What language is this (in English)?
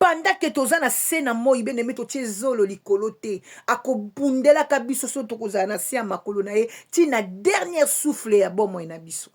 Lingala